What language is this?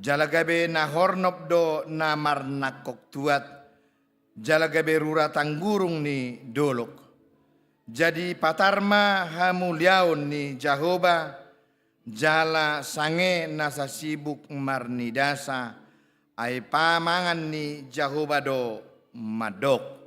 Batak Toba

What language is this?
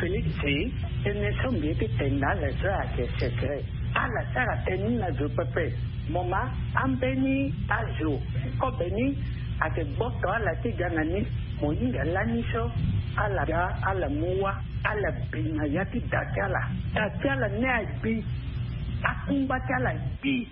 Sango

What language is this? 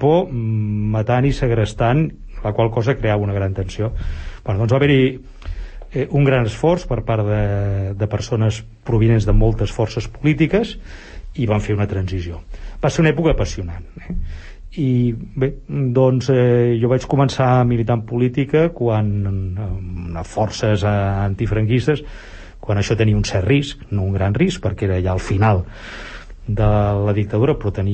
Catalan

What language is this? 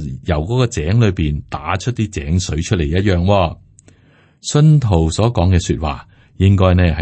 Cantonese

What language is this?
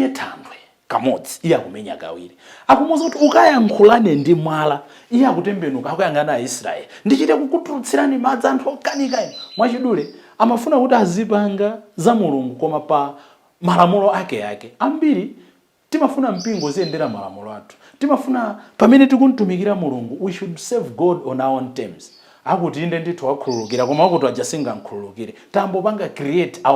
Nyanja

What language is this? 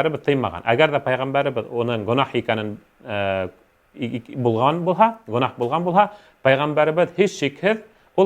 Bashkir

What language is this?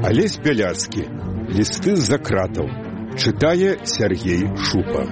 Belarusian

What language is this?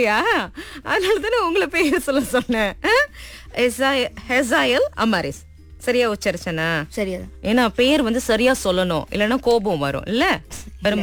Tamil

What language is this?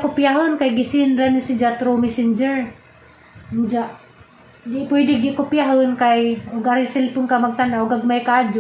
Cebuano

